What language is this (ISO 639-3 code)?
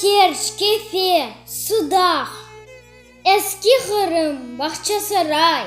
crh